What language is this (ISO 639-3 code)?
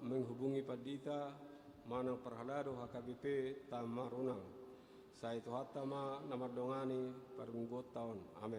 bbc